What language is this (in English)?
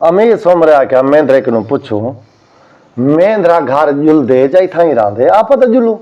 Saraiki